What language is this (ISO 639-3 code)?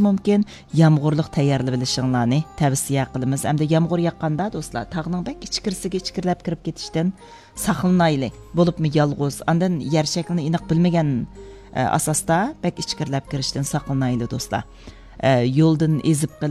uig